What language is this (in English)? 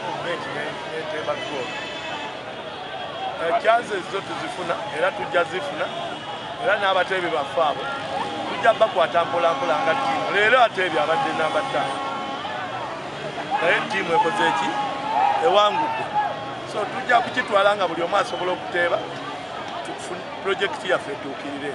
Ganda